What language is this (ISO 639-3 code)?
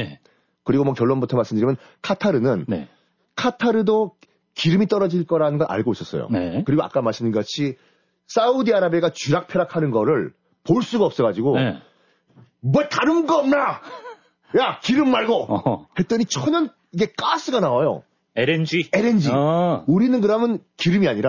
kor